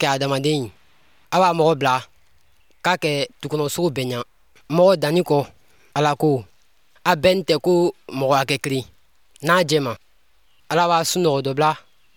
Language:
Bambara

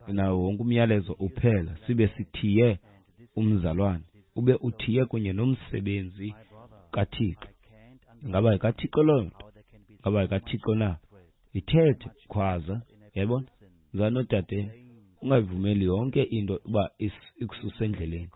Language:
Xhosa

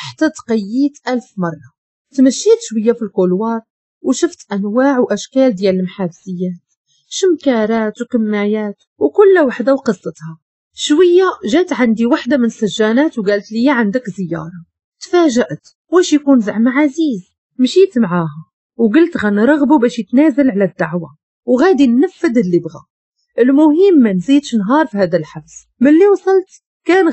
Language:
Moroccan Arabic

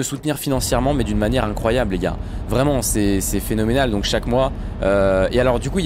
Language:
French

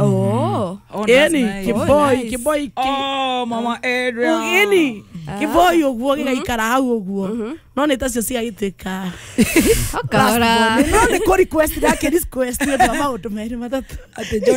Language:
Kikuyu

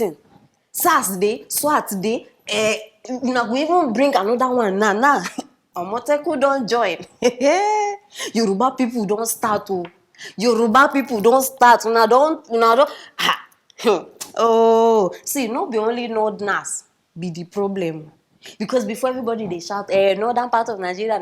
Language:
Nigerian Pidgin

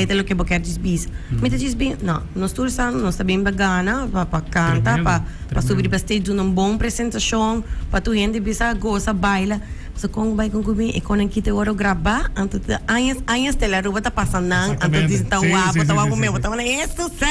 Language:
Papiamento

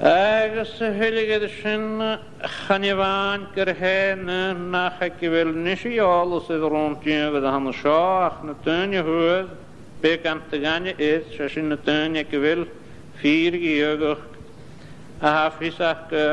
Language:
Scottish Gaelic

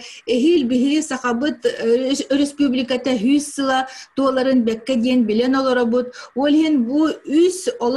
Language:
Yakut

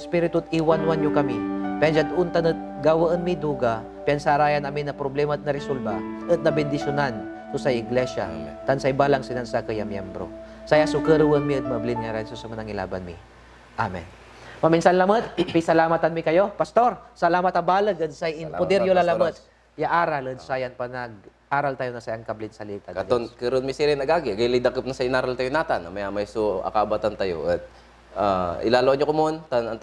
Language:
Pangasinan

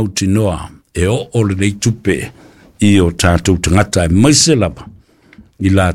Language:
Samoan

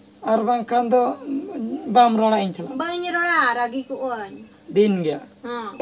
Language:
Santali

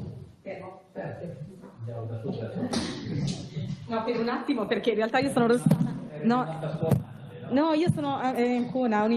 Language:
Italian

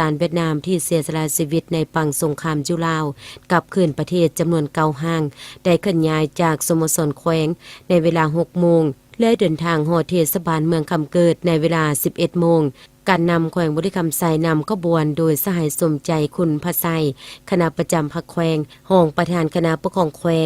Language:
Lao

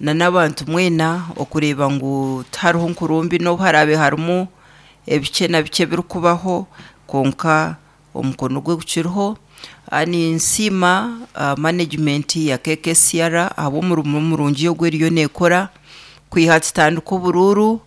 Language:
Nyankole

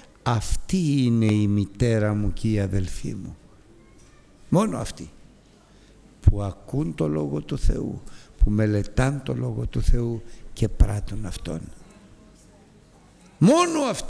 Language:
Greek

